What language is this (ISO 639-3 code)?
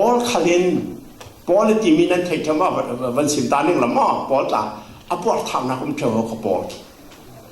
cfm